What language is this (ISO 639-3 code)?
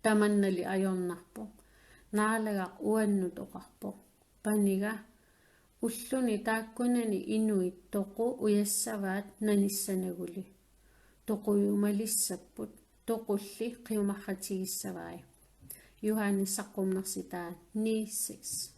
kal